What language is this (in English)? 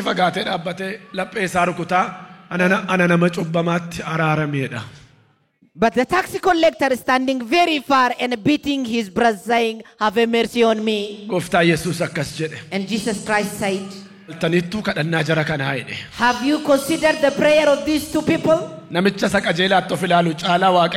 Oromo